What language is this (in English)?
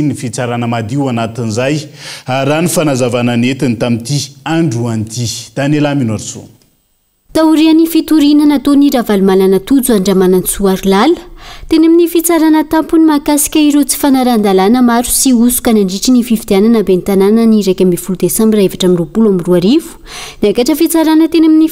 Malagasy